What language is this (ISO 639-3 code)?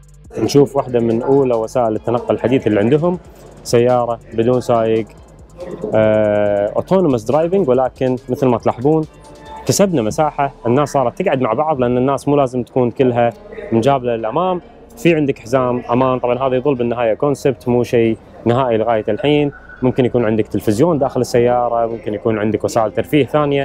afb